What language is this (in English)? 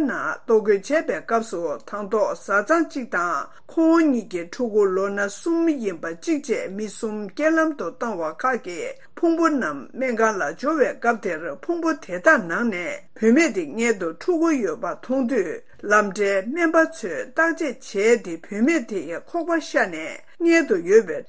Tibetan